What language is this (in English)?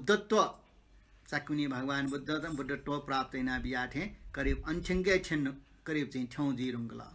Newari